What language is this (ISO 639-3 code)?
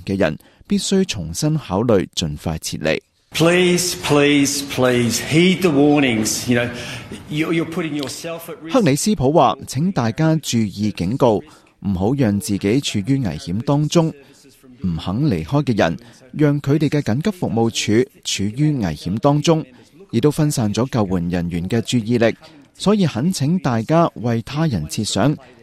yue